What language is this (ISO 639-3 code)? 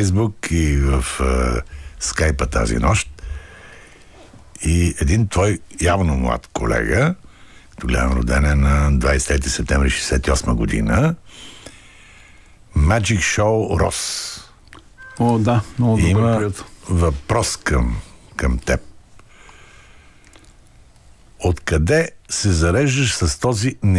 bul